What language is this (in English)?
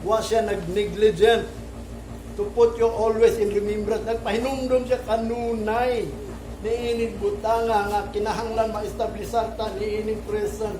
Cebuano